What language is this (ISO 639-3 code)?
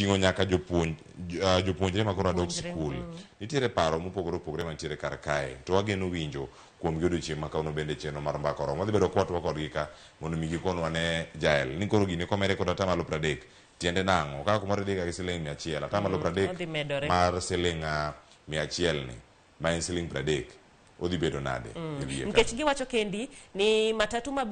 luo